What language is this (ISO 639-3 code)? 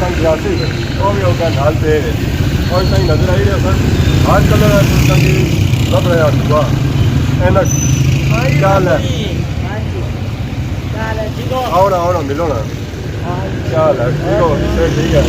phr